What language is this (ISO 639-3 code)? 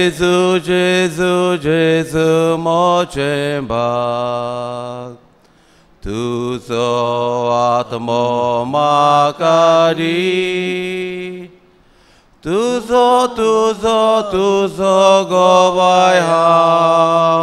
kok